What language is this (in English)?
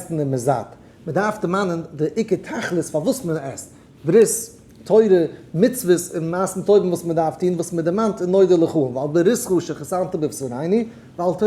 Yiddish